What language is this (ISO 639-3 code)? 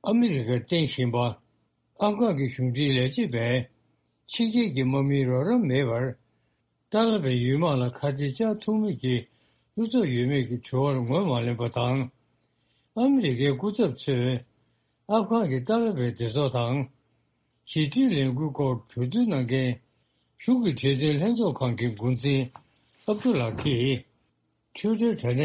bod